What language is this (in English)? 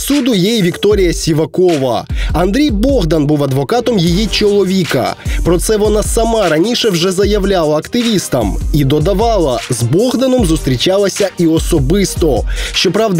Ukrainian